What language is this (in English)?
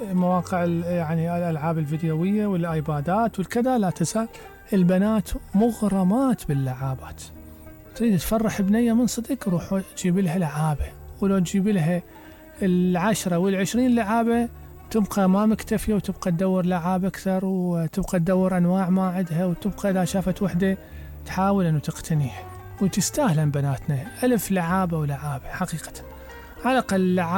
Mesopotamian Arabic